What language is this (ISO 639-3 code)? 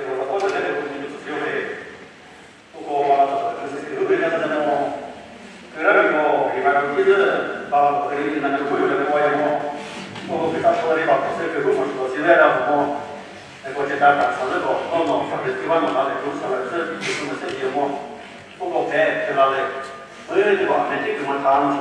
nri